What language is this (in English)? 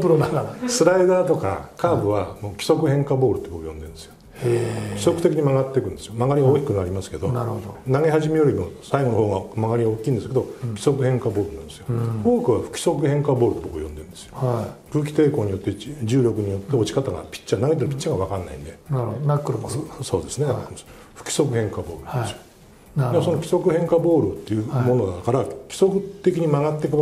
Japanese